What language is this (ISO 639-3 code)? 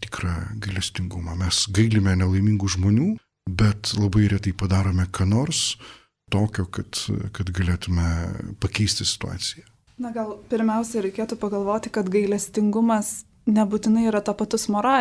lit